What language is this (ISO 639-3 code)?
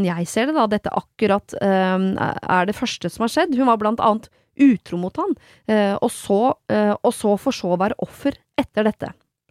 nor